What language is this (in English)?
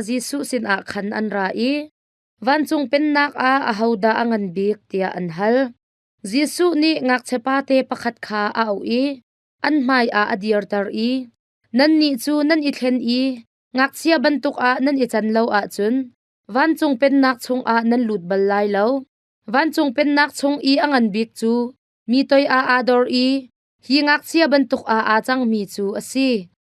Hakha Chin